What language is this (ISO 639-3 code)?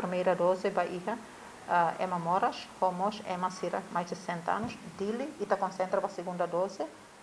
tet